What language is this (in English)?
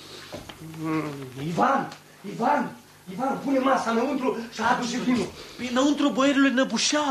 Romanian